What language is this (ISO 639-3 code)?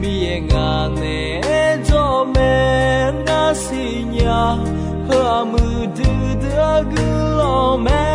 ahk